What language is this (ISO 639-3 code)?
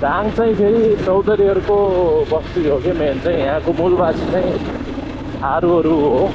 nep